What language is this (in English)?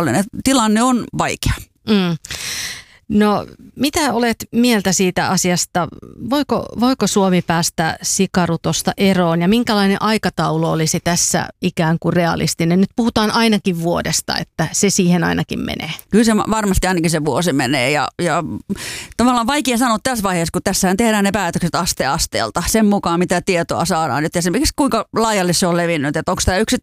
Finnish